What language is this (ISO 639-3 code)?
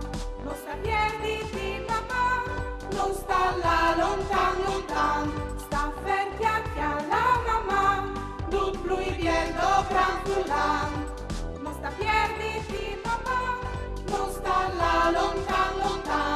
fur